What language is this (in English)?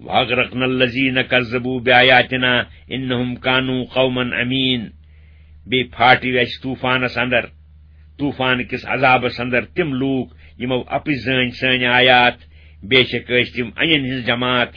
Kashmiri